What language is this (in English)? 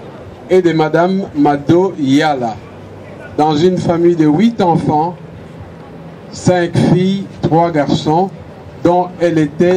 French